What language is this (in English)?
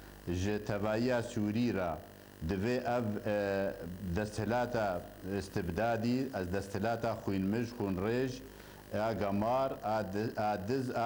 Kurdish